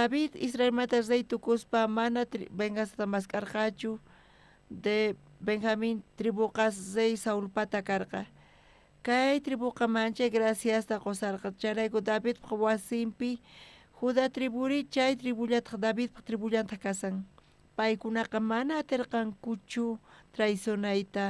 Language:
South Bolivian Quechua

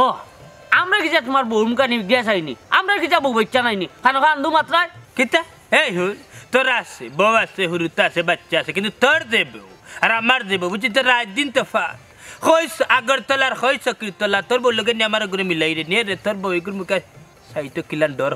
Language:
Sylheti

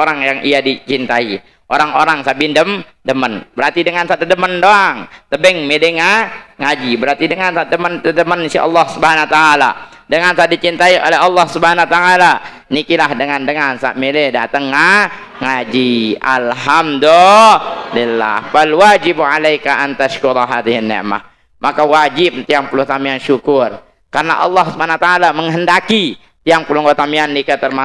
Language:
Sasak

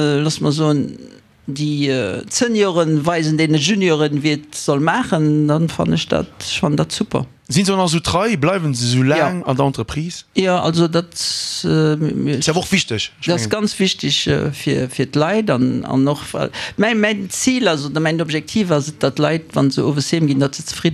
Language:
Luxembourgish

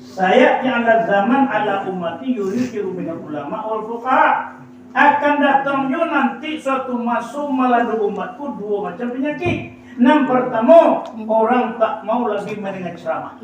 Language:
Minangkabau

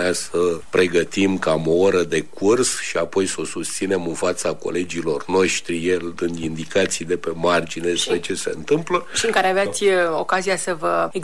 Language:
Romanian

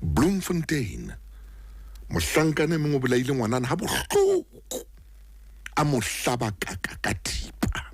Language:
Southern Sotho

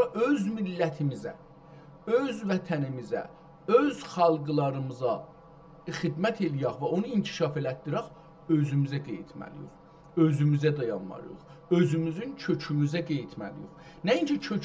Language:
South Azerbaijani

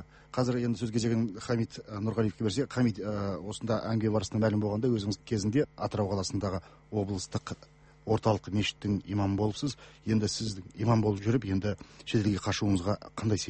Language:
Kazakh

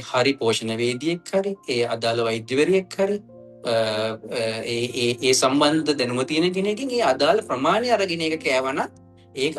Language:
Sinhala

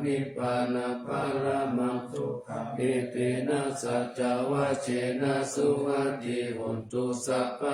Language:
Pali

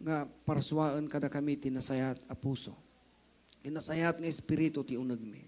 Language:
Iloko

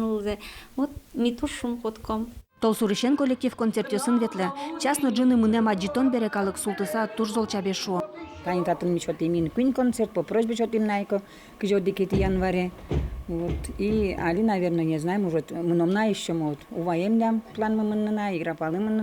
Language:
Udmurt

